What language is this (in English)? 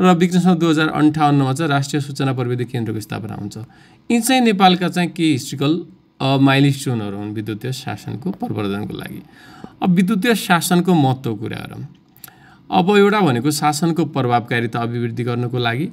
Nepali